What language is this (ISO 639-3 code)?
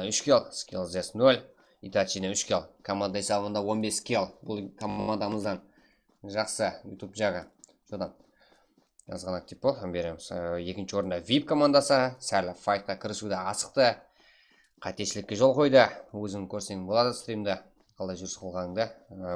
kaa